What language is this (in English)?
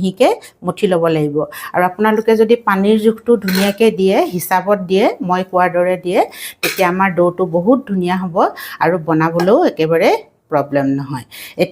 Assamese